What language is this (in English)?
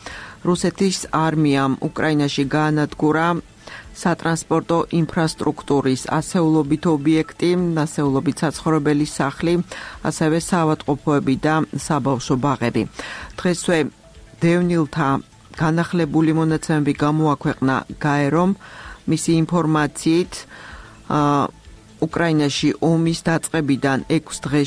Georgian